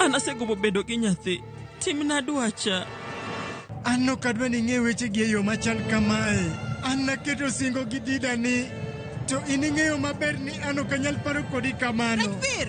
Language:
Luo (Kenya and Tanzania)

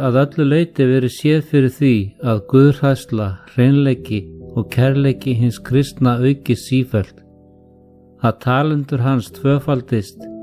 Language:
Icelandic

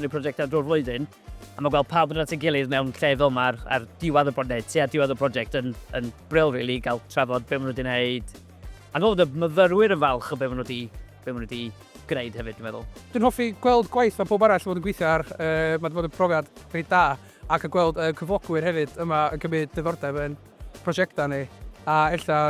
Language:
Welsh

